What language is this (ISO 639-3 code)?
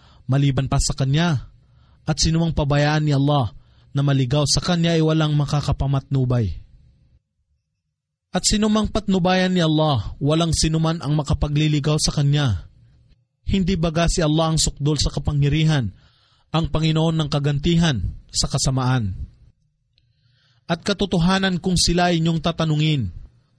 fil